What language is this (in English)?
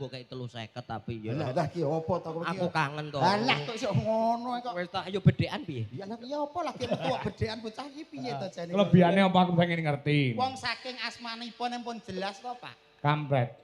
Javanese